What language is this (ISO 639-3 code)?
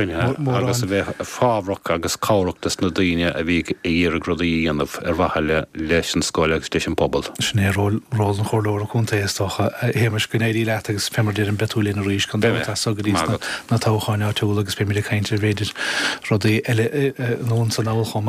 gle